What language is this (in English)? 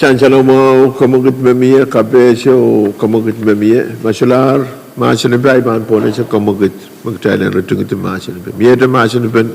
Pohnpeian